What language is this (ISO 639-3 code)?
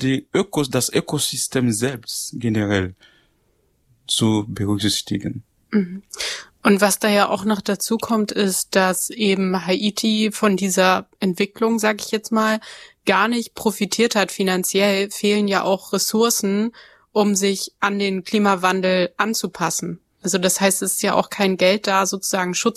deu